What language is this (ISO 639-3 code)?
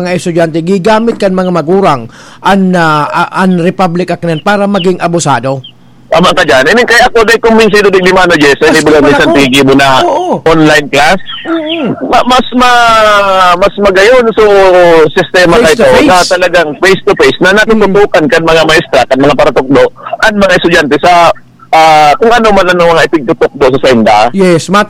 bik